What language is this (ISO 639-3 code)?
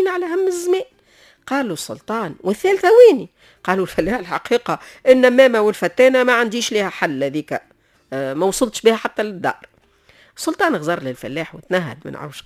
aeb